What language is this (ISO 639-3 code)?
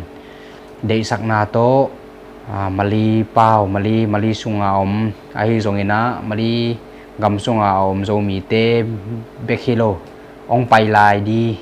ctd